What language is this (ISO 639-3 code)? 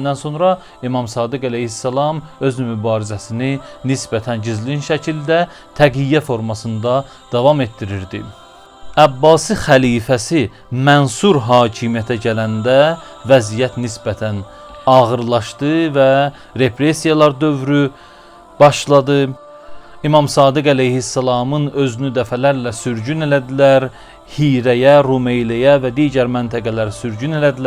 aze